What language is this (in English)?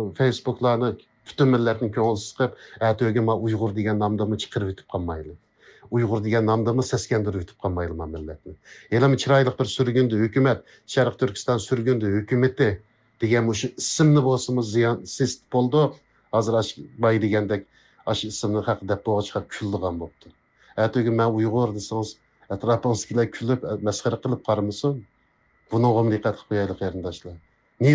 Uyghur